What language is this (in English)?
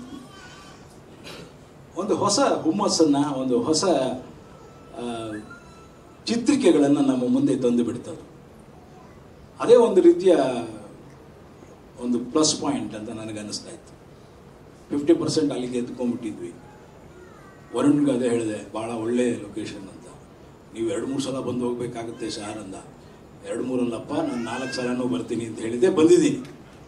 Kannada